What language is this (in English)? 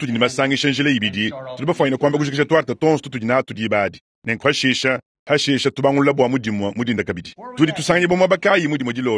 Luba-Lulua